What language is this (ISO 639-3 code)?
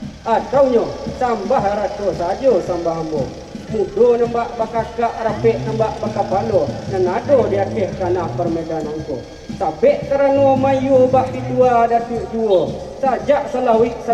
min